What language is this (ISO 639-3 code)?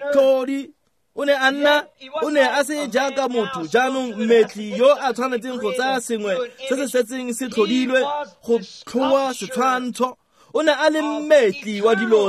tsn